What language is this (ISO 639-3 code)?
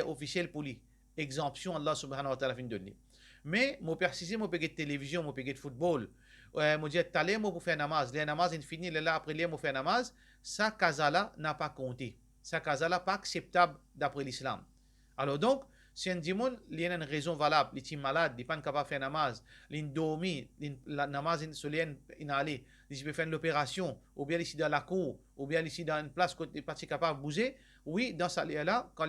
mfe